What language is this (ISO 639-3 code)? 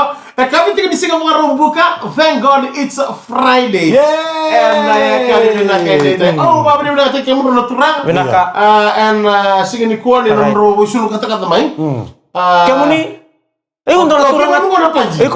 fij